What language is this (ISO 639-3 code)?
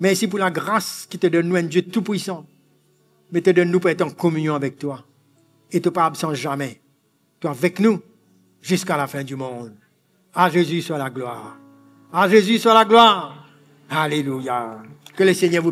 mfe